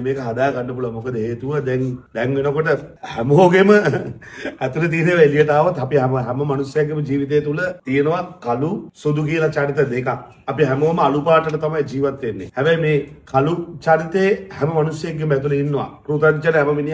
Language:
Sinhala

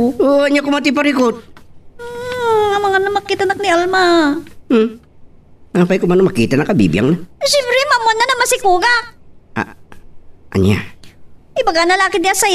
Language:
Iloko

